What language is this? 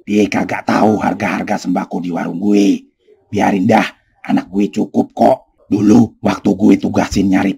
Betawi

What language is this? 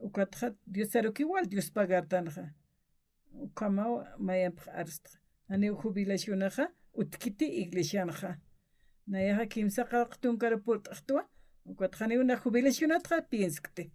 Aymara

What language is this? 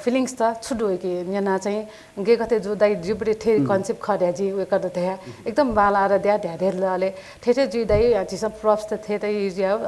Newari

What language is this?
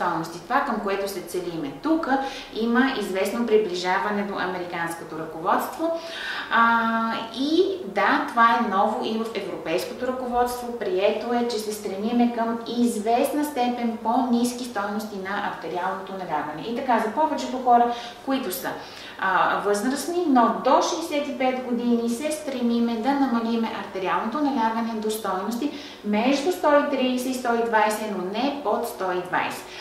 Bulgarian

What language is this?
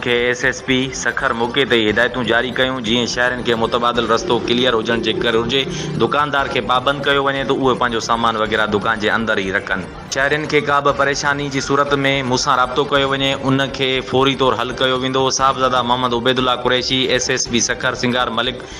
Sindhi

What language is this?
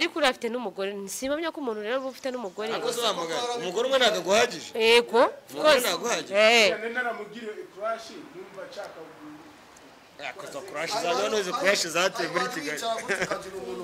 Kinyarwanda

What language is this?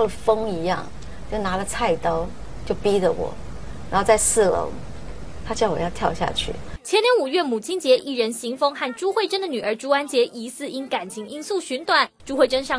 Chinese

